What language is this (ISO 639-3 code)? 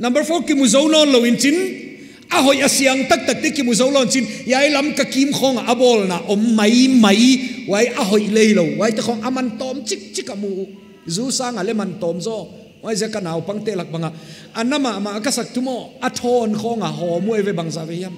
pck